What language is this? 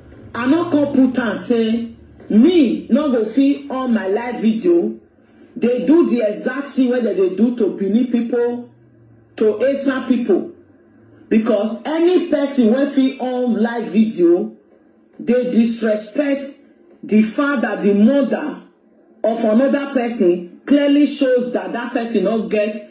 Nigerian Pidgin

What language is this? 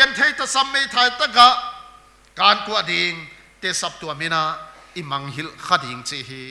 Paite Chin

